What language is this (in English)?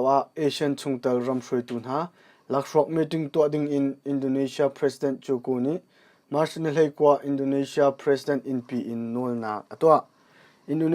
Hakha Chin